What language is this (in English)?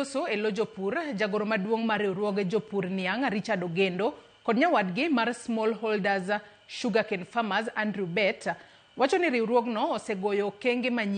Luo (Kenya and Tanzania)